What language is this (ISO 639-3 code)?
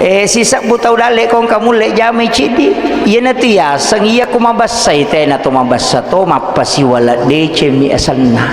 bug